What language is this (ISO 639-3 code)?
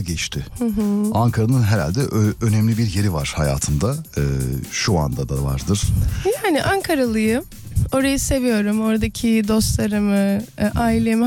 tur